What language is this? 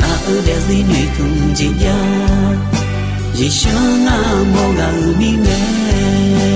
Akha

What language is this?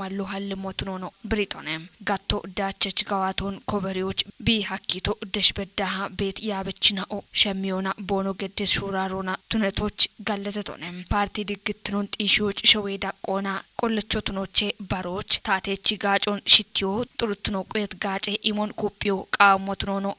Kafa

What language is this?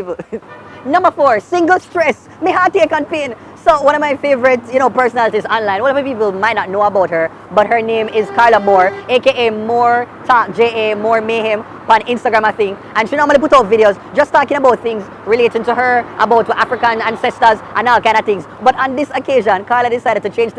Jamaican Creole English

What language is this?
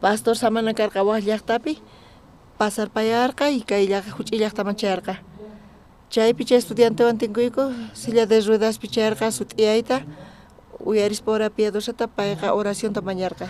South Bolivian Quechua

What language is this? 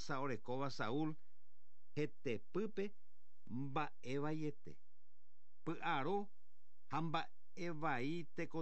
Guarani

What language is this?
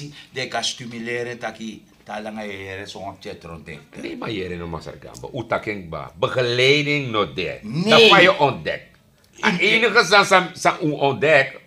Sranan Tongo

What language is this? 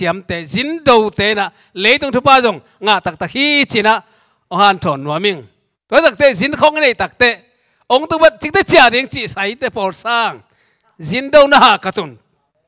Tedim Chin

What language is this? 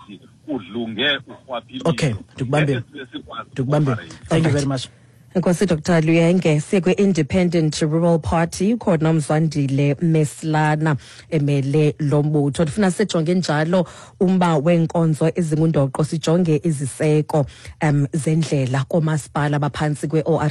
Xhosa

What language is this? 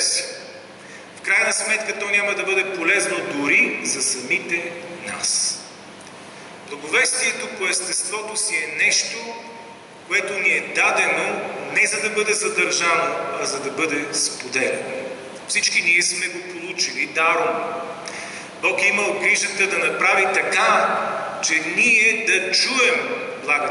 Bulgarian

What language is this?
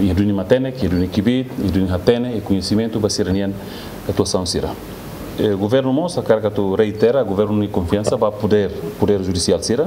Tetum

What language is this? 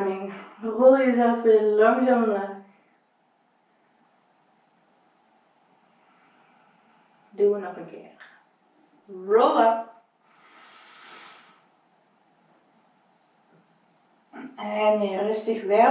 Dutch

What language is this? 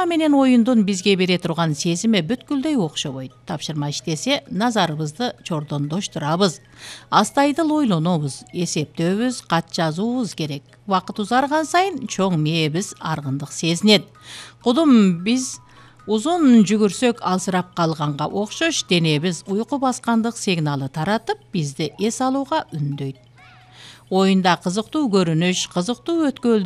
Kyrgyz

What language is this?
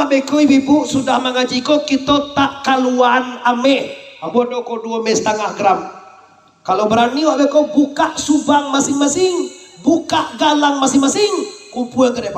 Minangkabau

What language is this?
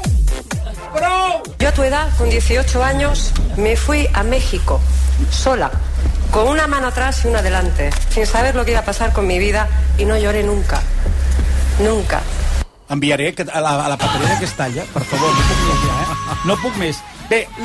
Catalan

